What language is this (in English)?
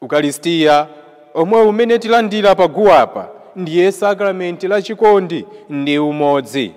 Nyanja